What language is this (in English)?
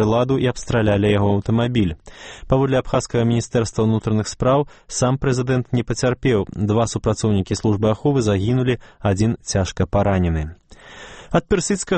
Belarusian